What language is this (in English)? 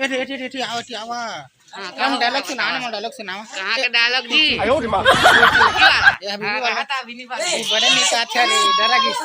Chhattisgarhi